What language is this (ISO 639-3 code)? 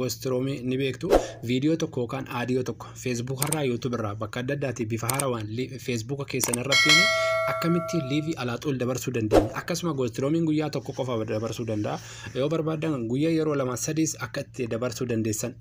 orm